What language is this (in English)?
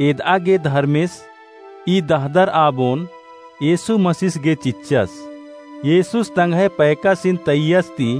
Kurukh